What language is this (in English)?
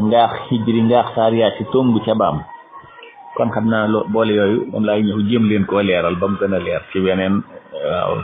Wolof